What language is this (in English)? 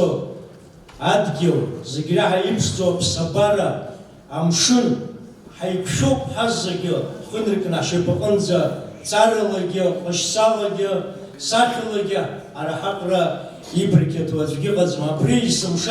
Abkhazian